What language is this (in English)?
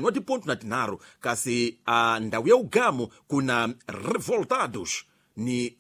Tsonga